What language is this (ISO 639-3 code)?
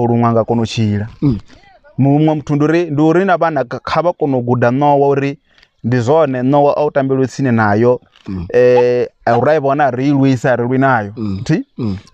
ven